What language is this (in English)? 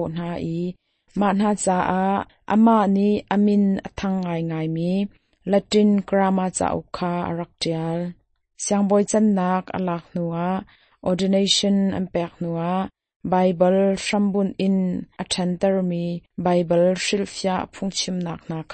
Hakha Chin